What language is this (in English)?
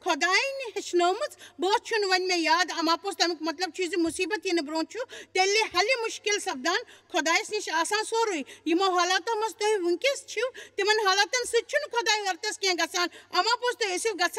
Kashmiri